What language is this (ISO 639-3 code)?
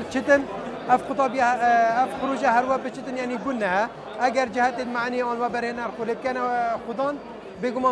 kur